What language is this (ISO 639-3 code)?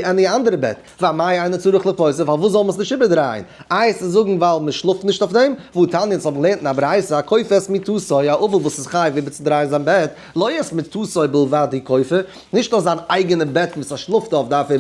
yid